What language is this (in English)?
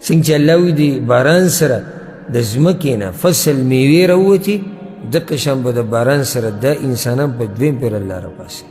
Pashto